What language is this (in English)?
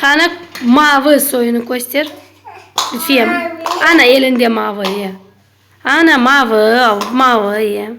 Crimean Tatar